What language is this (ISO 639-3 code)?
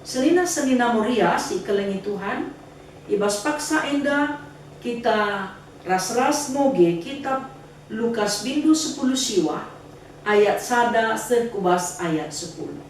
btx